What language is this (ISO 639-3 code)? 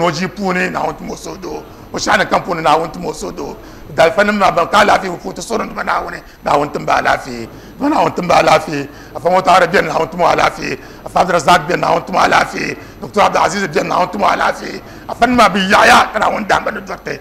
dag